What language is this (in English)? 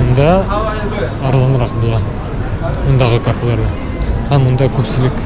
Bashkir